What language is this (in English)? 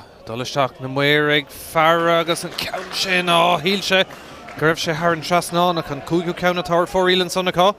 Irish